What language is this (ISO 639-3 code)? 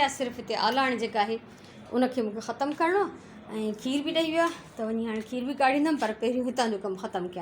snd